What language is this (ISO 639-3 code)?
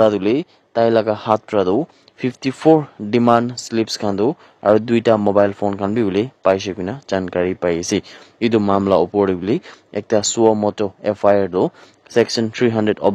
nag